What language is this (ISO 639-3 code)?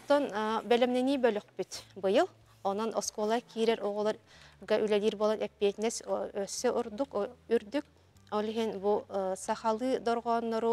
sah